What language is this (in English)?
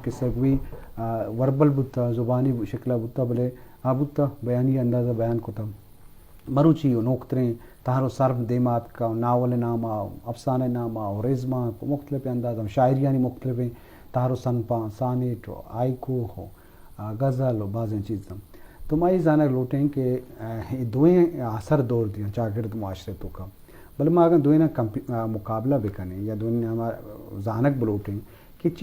Eastern Balochi